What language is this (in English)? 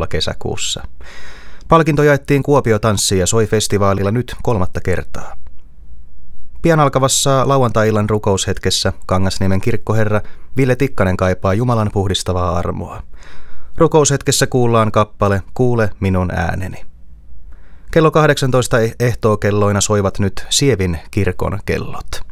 Finnish